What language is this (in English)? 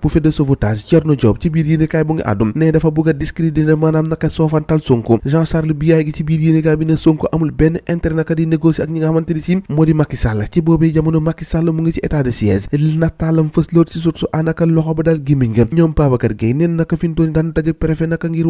Wolof